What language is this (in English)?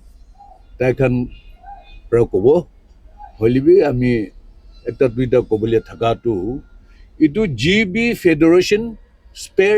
Naga Pidgin